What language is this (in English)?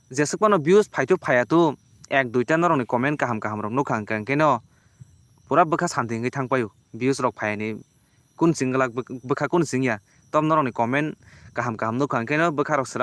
Kok Borok